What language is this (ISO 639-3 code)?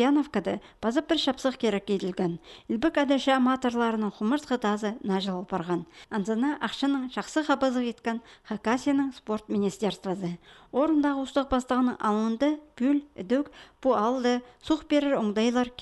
kjh